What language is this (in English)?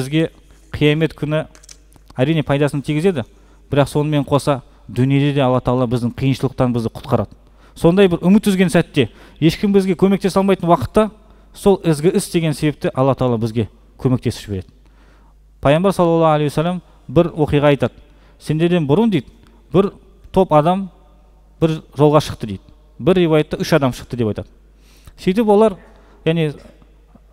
Kazakh